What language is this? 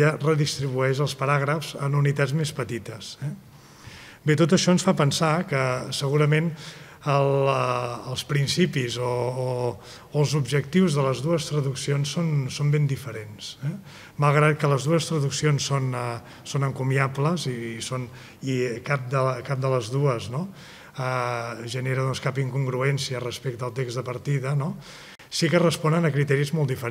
Catalan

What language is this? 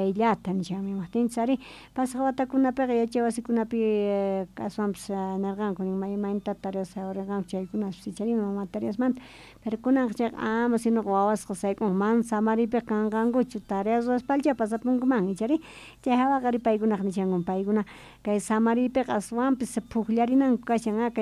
South Bolivian Quechua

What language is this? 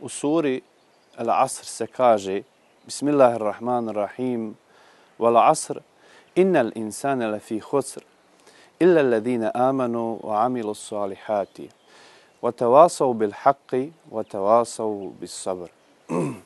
Bosnian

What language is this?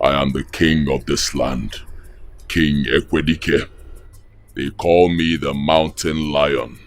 Nigerian Pidgin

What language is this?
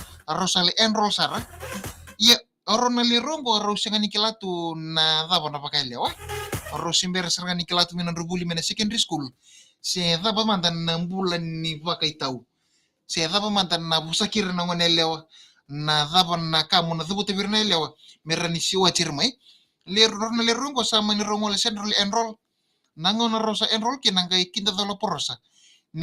Fijian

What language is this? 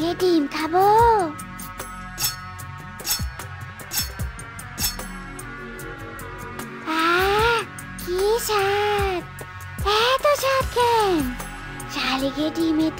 Bangla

